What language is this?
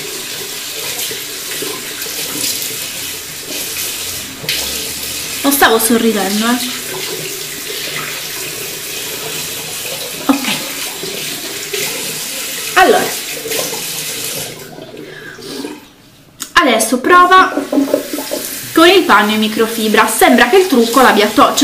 Italian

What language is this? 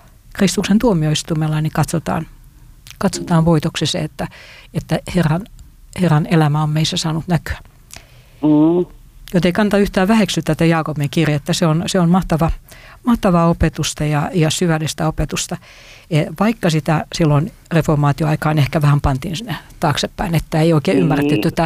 Finnish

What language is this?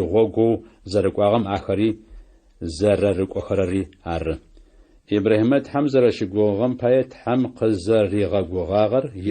Adyghe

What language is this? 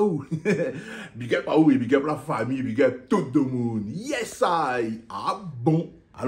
Réunion Creole French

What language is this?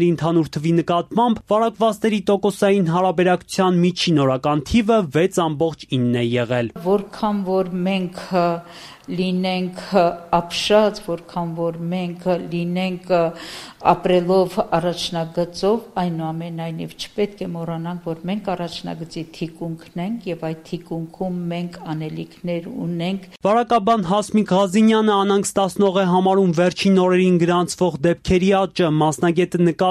Armenian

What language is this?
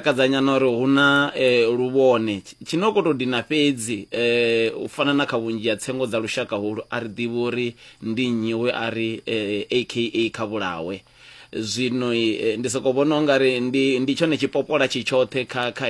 Venda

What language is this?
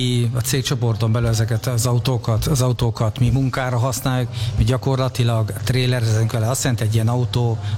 Hungarian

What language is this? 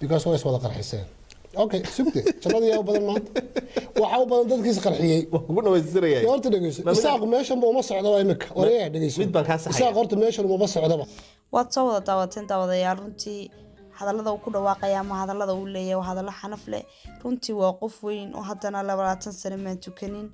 Somali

